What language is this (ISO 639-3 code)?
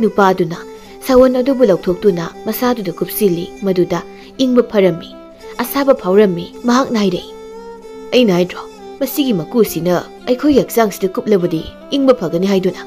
mni